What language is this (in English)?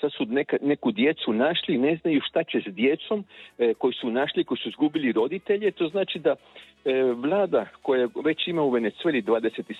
Croatian